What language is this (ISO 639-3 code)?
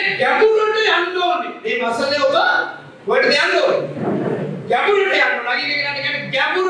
sin